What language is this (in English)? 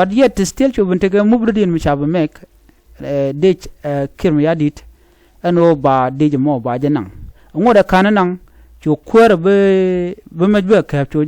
Nuer